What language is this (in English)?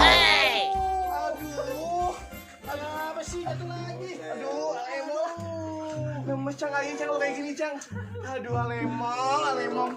Betawi